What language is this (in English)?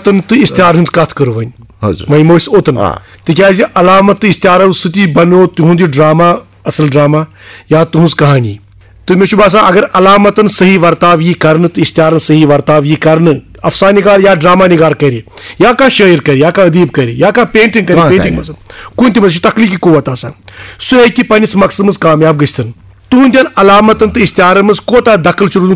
Kashmiri